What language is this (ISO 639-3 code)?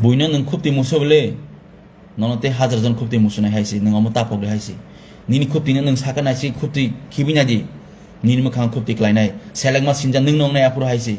trp